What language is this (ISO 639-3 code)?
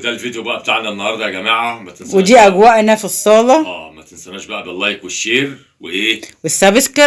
arz